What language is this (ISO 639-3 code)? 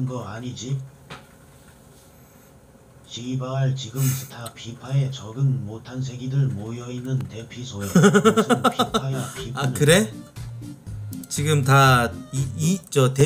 kor